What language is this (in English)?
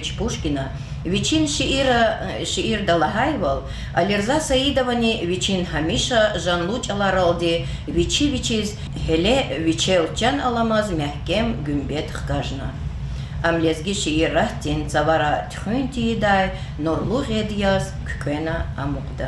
Lezghian